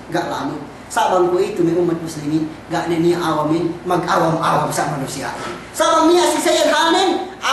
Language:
Yakan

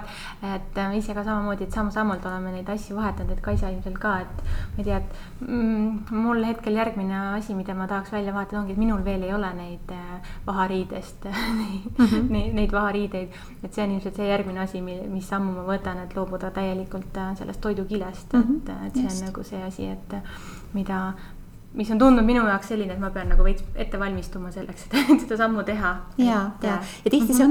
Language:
Estonian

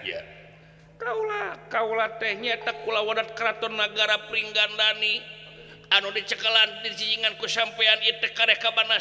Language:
Sundanese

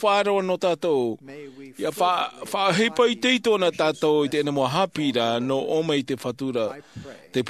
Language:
Tahitian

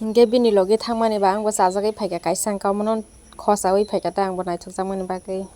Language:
Kok Borok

